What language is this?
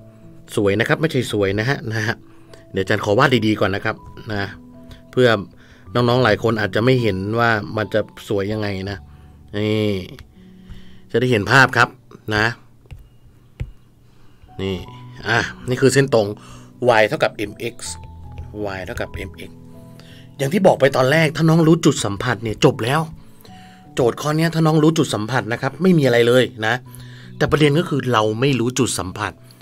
Thai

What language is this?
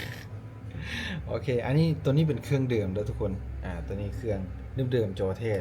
Lao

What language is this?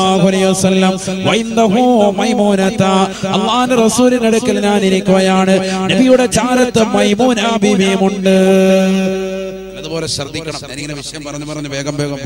Malayalam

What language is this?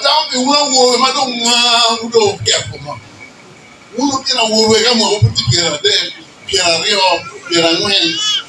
Acoli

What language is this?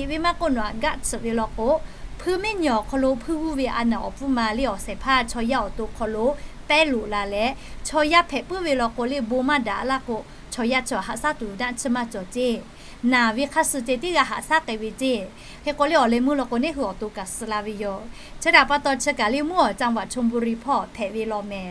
Lahu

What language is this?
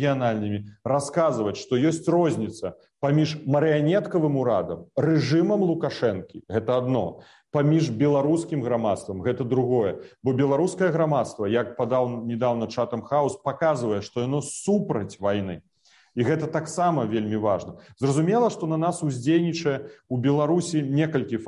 Belarusian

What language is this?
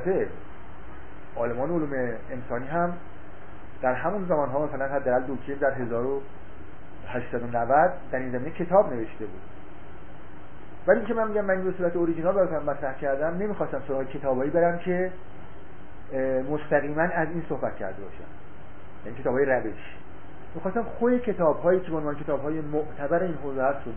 Persian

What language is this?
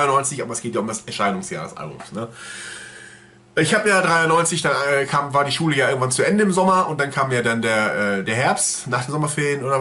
German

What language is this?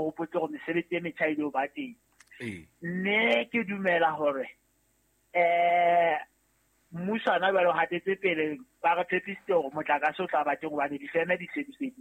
Southern Sotho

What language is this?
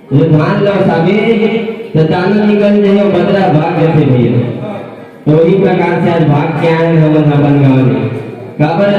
Chhattisgarhi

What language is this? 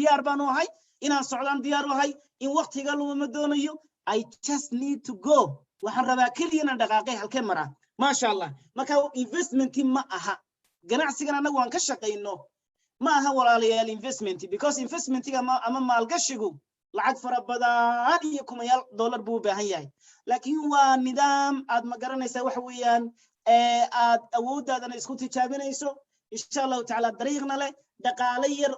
Somali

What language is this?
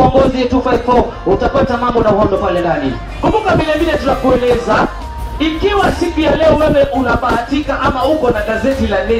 Swahili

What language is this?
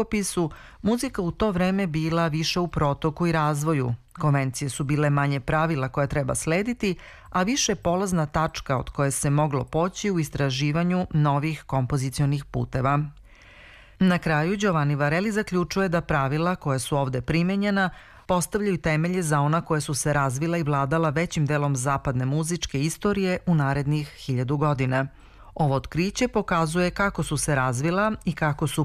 Serbian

